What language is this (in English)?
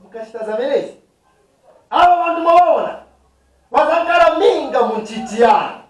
Nyanja